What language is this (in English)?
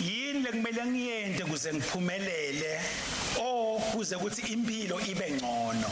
Swati